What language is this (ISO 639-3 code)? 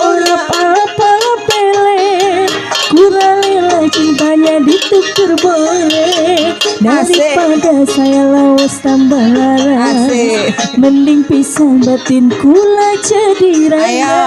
bew